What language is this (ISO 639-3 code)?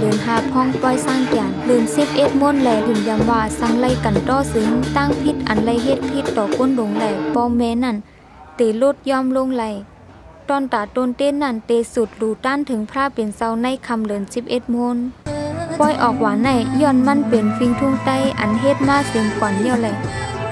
shn